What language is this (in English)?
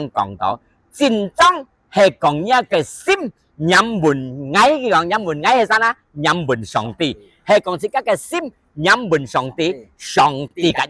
Hakka Chinese